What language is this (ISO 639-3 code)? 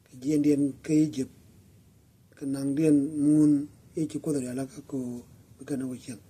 nus